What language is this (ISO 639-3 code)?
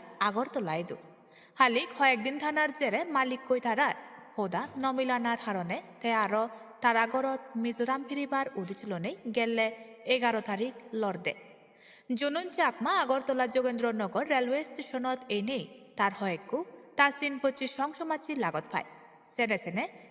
ccp